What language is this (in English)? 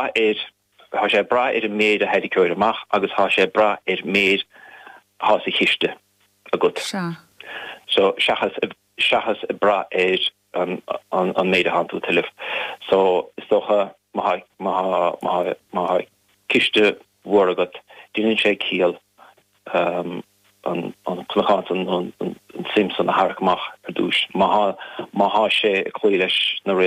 Irish